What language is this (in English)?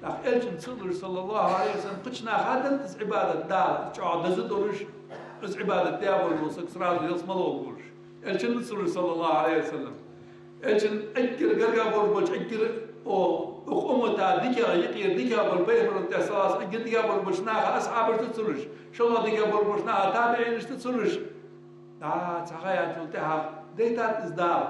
Ingush